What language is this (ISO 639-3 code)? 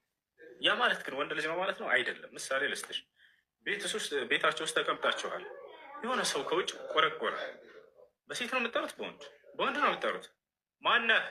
amh